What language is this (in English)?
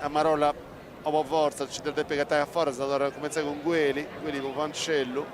Sardinian